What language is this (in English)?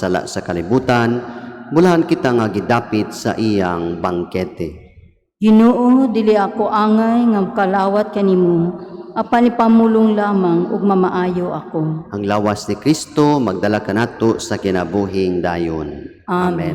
Cebuano